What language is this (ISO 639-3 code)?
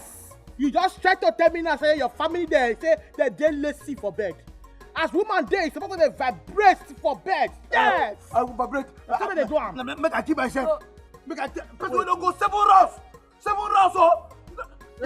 pcm